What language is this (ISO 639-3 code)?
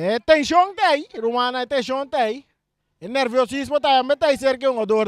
pap